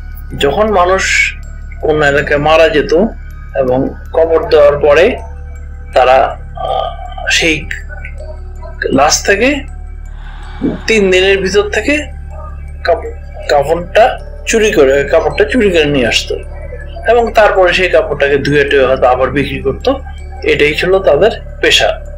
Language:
Bangla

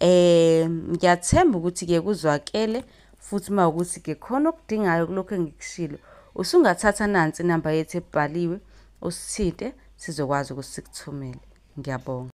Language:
Zulu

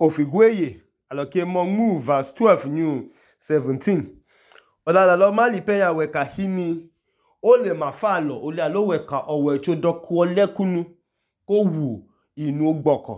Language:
Idoma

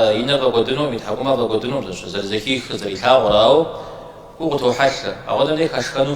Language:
Kabardian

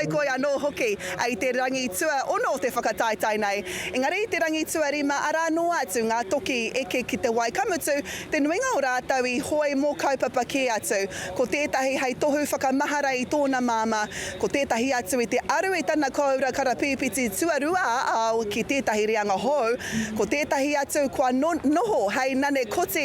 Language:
Māori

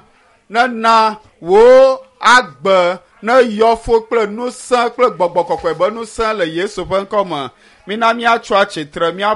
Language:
Ewe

